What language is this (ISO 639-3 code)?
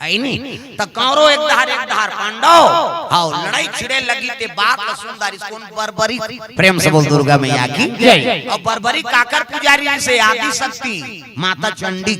hne